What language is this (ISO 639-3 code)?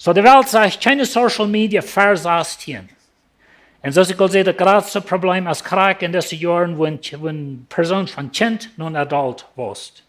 pdt